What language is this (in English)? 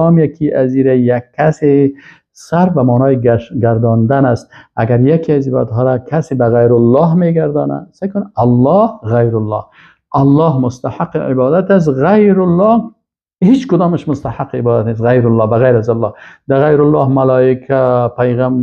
Persian